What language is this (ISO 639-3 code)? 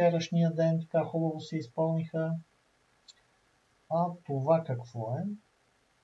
bul